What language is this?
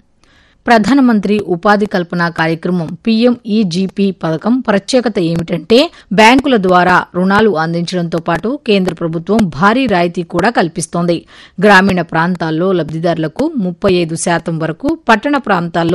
Telugu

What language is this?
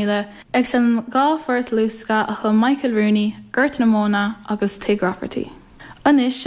Irish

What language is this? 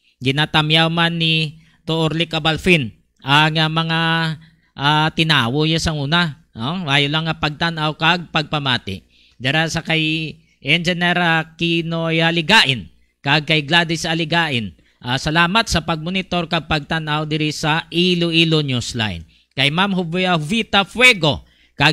Hiligaynon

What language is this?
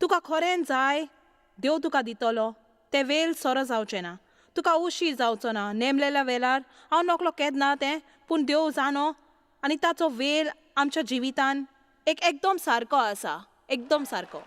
Konkani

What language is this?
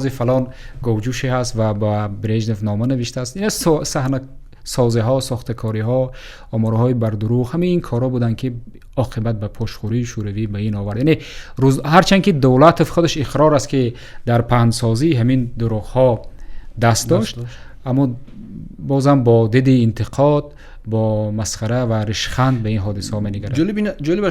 Tajik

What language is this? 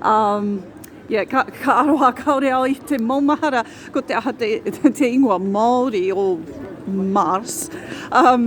Māori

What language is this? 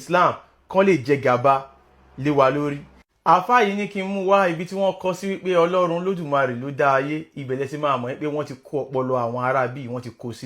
Yoruba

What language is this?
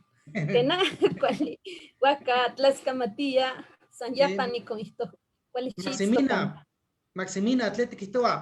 Eastern Huasteca Nahuatl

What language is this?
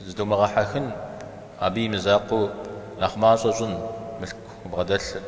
Kabardian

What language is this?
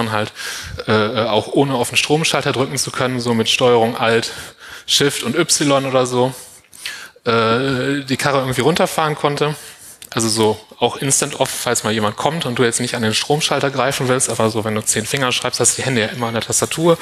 German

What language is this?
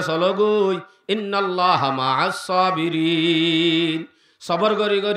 Rohingya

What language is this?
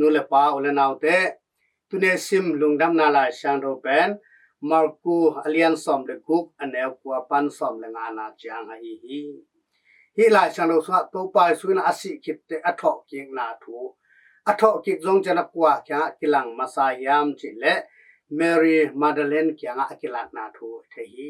Tedim Chin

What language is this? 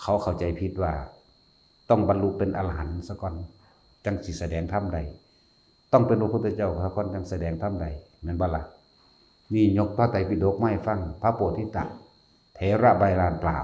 Northeastern Thai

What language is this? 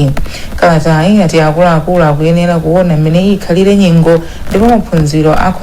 Nyanja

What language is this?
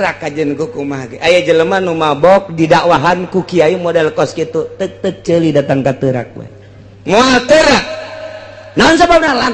Sundanese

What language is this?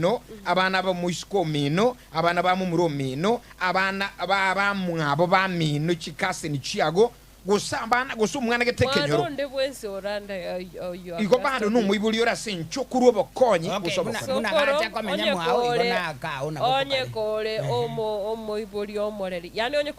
Gusii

